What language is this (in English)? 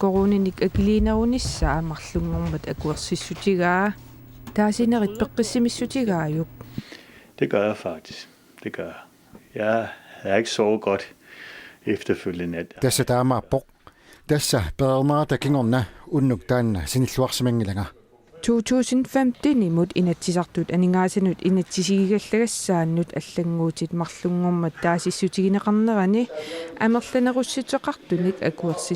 Kalaallisut